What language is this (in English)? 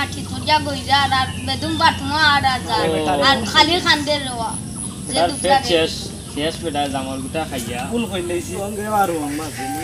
Sylheti